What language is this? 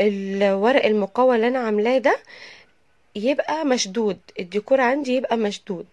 Egyptian Arabic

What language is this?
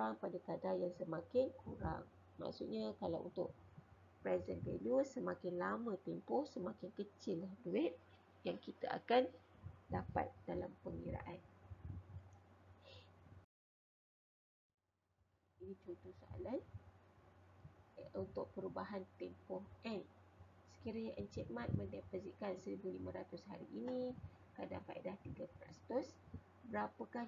Malay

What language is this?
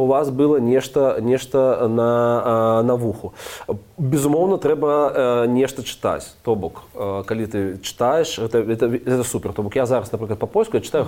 Belarusian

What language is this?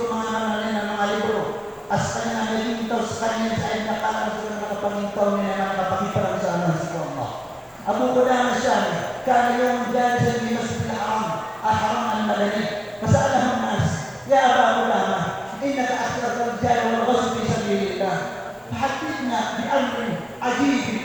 Maranao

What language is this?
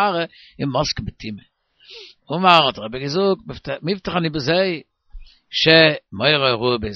Yiddish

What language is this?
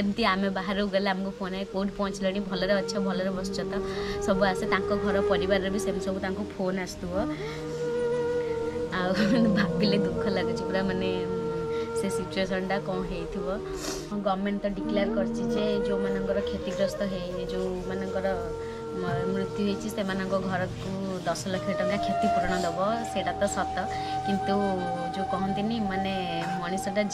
Odia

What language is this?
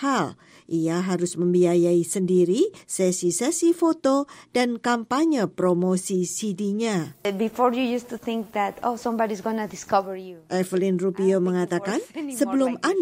Indonesian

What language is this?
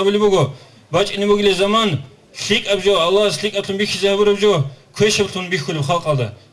Avaric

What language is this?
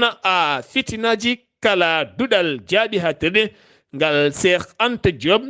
Fula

